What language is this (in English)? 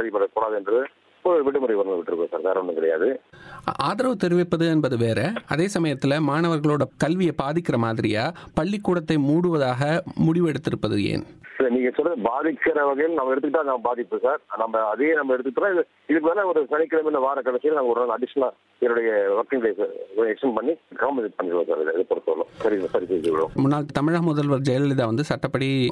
Tamil